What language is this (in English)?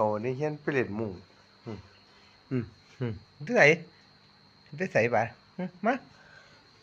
Northeastern Thai